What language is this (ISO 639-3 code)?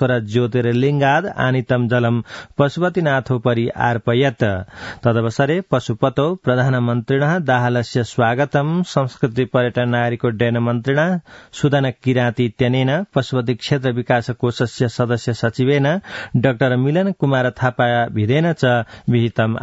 san